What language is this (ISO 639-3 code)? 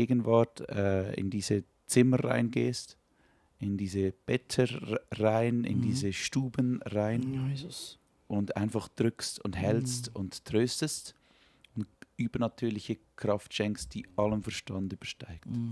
gsw